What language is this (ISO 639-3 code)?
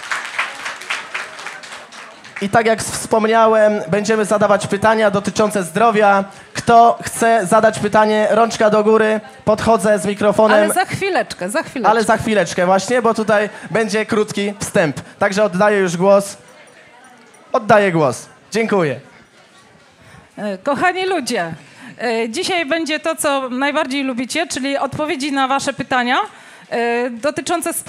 pol